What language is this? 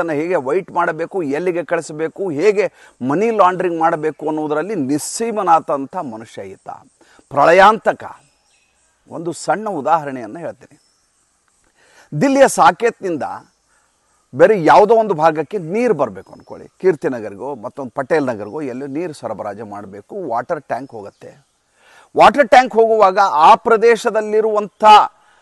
Kannada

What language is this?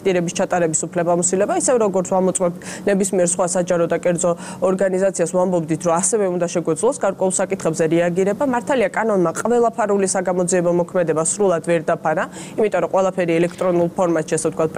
Georgian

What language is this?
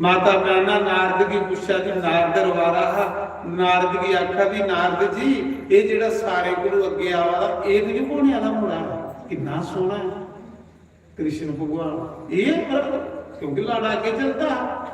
Dogri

